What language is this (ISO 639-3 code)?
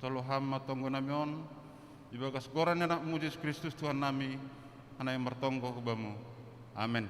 bts